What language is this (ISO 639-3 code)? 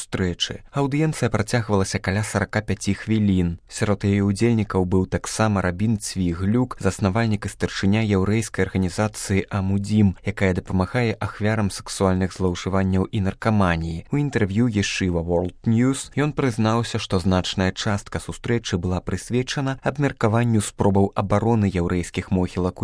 bel